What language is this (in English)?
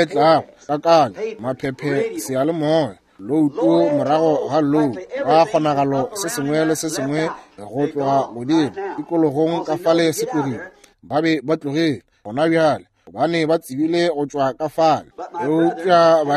Northern Sotho